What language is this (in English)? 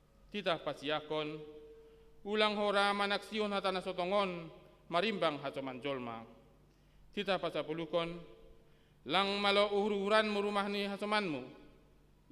Batak Simalungun